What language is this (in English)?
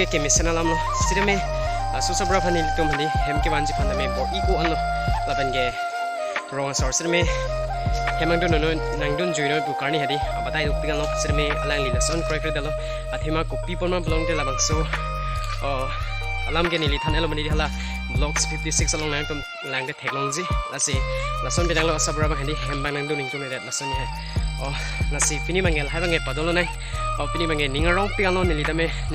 Karbi